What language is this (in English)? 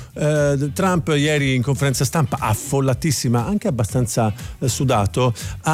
Italian